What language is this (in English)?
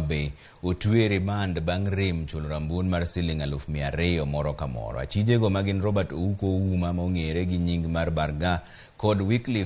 Luo (Kenya and Tanzania)